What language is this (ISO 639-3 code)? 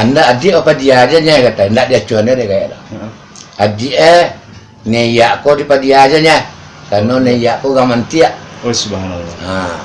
min